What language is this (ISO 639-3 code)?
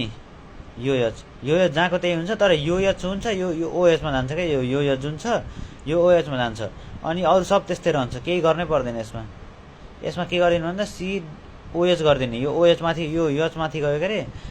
nep